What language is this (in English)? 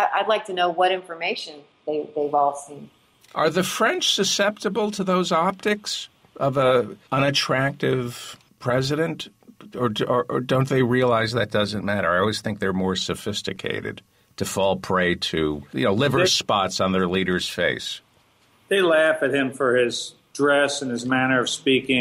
English